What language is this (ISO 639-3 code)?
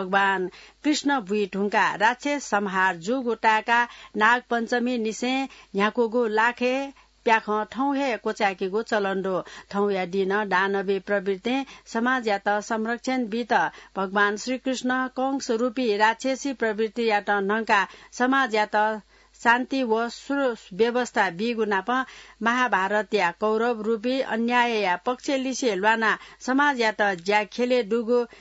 new